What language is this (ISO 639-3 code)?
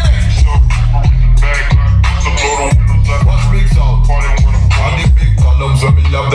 jam